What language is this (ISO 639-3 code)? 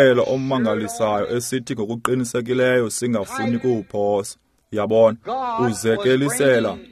xho